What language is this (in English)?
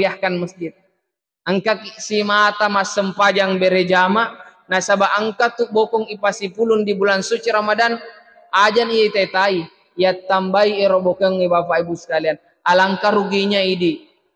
Buginese